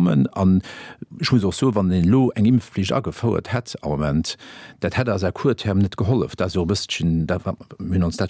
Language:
Luxembourgish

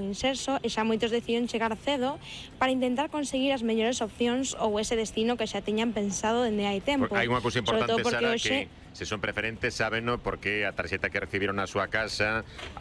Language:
Galician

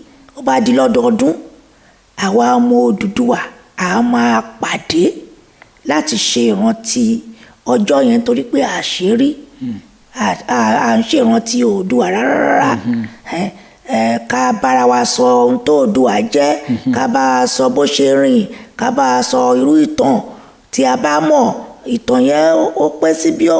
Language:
Yoruba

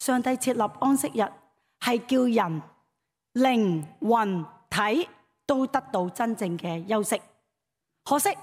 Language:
Cantonese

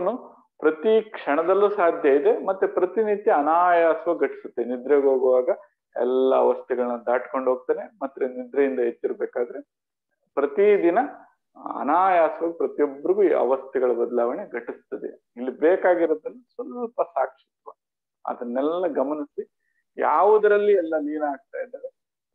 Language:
Kannada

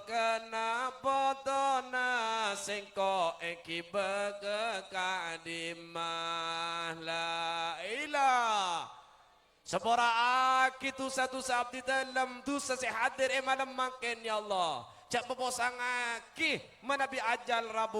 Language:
Madurese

